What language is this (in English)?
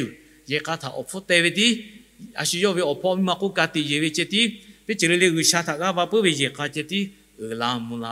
Lahu